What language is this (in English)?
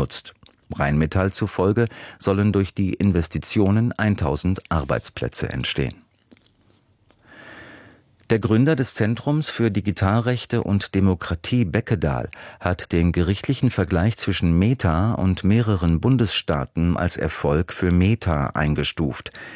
German